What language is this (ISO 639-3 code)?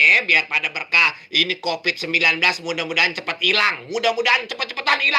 bew